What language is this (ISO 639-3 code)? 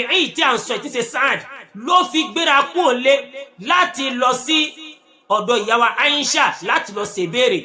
yor